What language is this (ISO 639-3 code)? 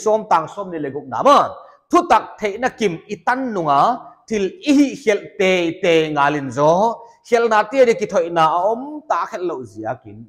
pck